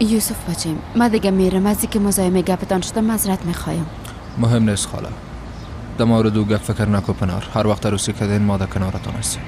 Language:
Persian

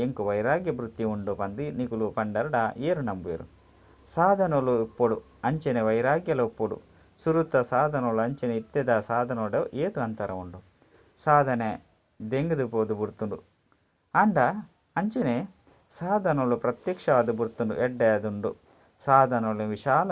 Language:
Tulu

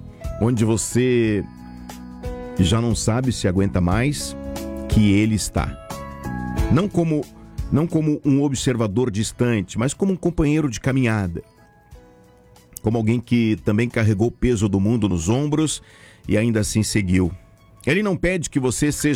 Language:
Portuguese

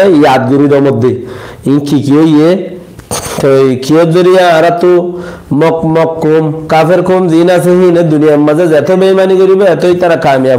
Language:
Rohingya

